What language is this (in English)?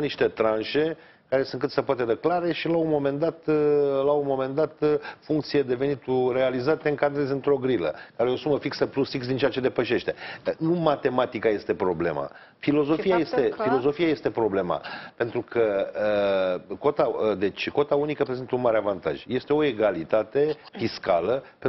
Romanian